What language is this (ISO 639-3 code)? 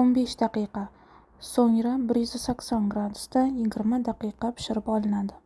uzb